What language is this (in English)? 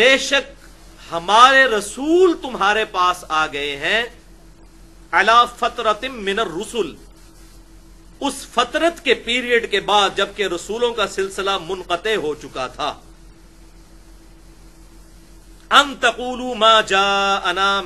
Urdu